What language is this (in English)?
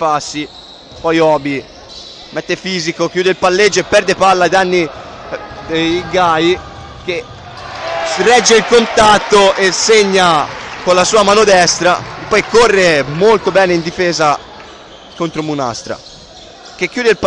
Italian